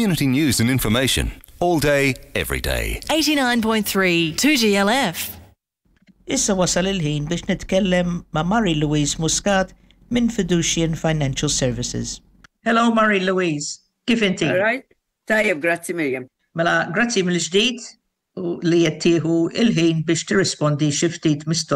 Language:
Maltese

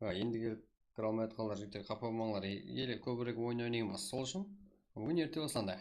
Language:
Kara-Kalpak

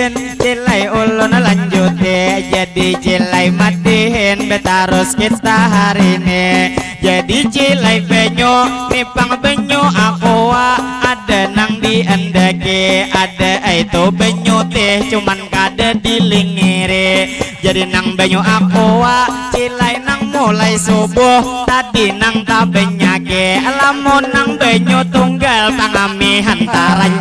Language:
Banjar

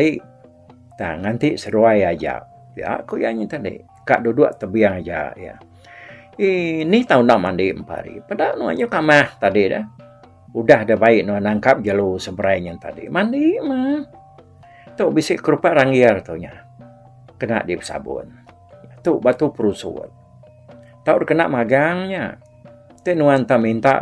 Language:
Iban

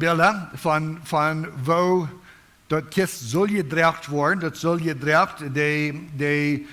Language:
Plautdietsch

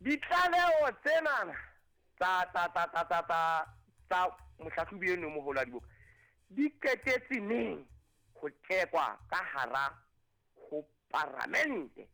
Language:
Southern Sotho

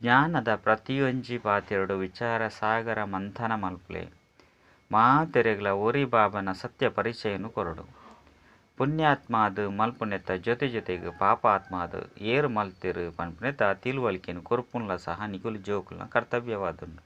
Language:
Tulu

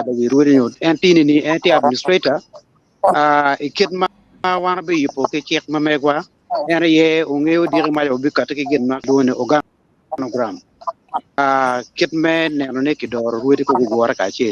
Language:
Acoli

